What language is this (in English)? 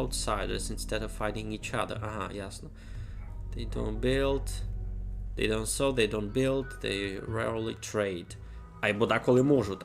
Rusyn